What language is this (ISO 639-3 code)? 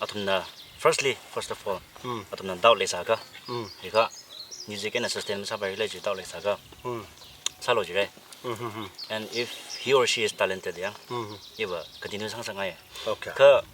nmf